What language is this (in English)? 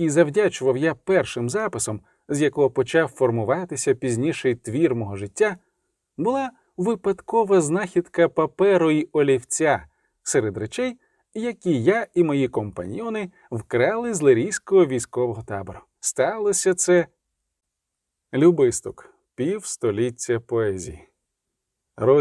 Ukrainian